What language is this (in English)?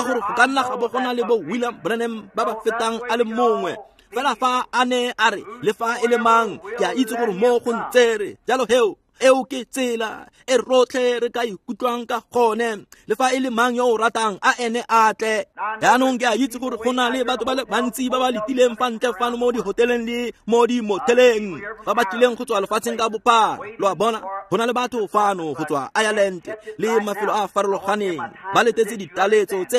Tswana